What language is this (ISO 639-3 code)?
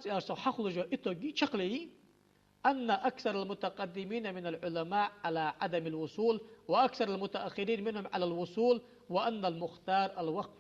inh